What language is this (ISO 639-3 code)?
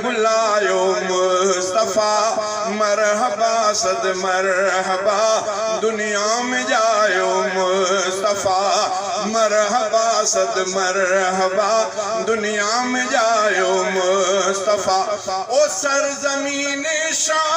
snd